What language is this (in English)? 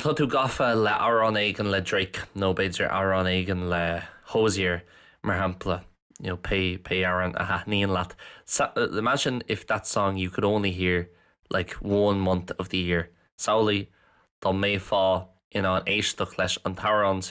Irish